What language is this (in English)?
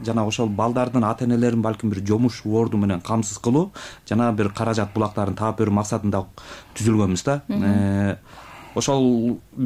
Kyrgyz